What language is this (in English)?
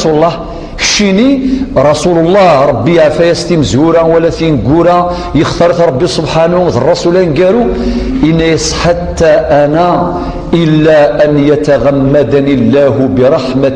Kabyle